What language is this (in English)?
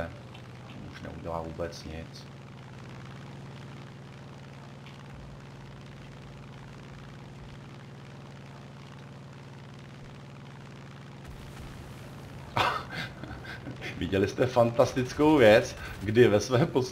Czech